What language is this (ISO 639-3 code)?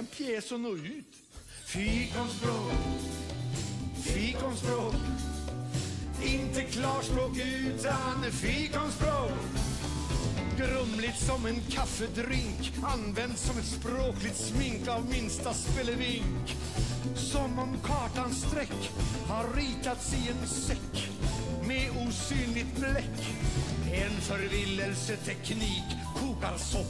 swe